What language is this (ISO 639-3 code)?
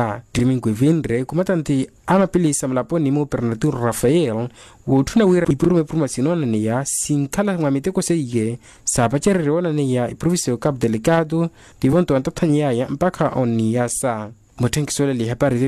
vmw